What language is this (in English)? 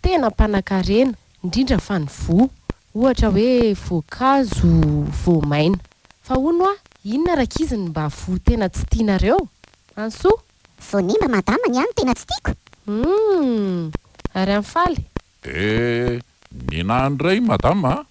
Malagasy